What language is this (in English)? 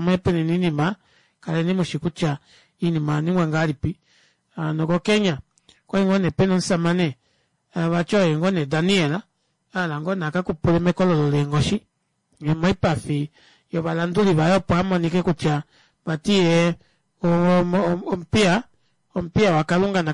Kuanyama